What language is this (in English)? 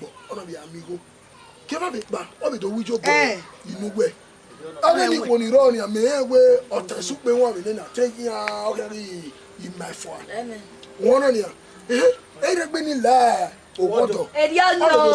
Bini